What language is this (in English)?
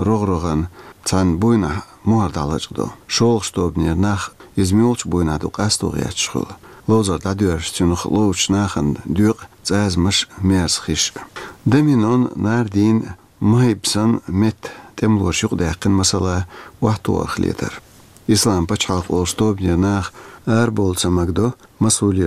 Chechen